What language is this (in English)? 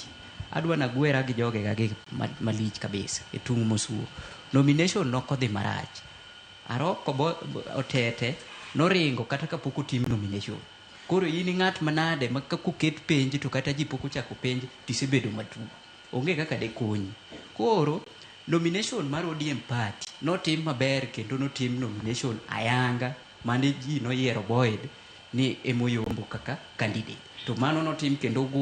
Luo (Kenya and Tanzania)